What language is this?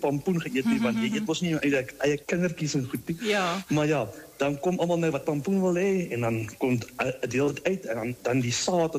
Afrikaans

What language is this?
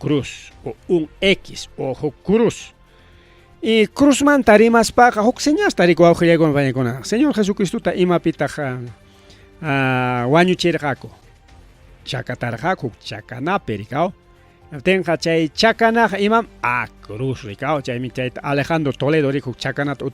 Ayacucho Quechua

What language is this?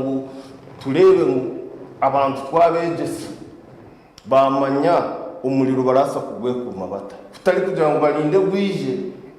Nyankole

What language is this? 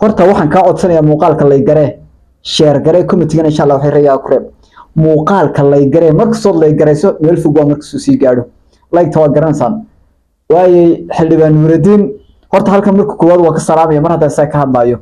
Somali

